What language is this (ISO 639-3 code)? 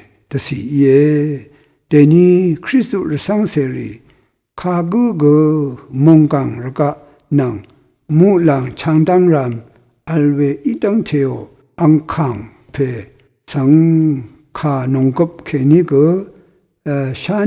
raw